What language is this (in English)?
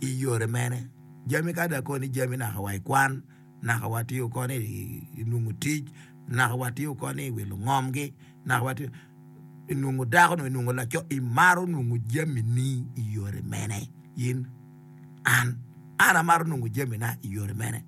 Acoli